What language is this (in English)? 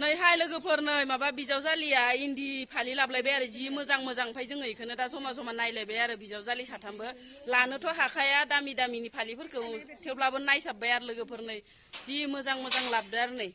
Bodo